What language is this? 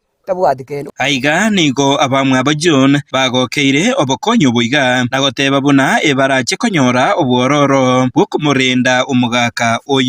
Gusii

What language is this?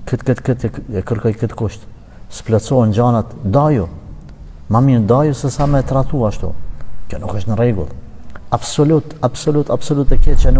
Albanian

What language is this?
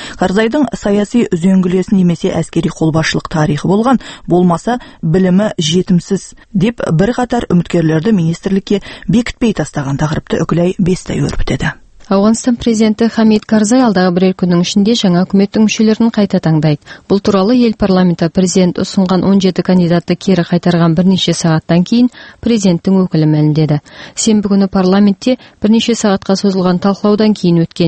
Kazakh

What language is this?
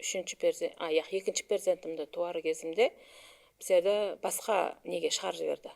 Kara-Kalpak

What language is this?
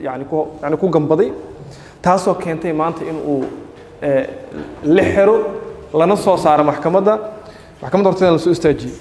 Somali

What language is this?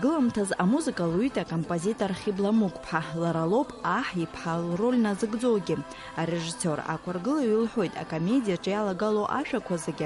Abkhazian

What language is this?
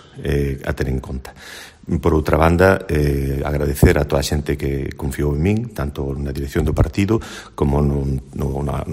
Galician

